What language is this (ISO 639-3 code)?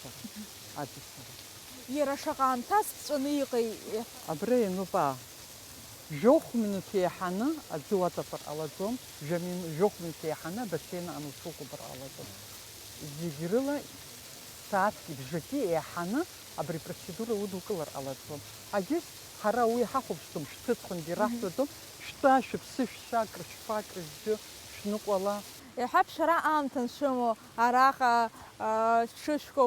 abk